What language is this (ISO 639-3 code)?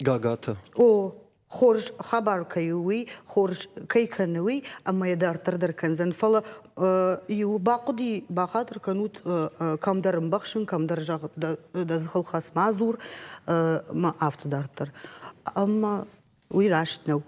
oss